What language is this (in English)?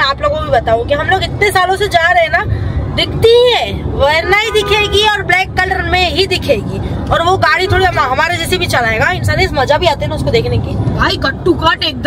Hindi